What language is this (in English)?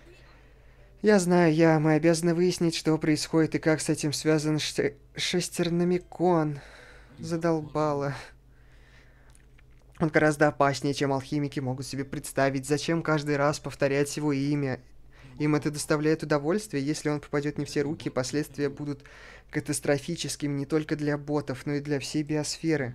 Russian